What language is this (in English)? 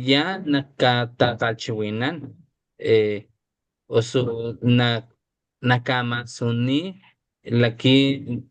Papantla Totonac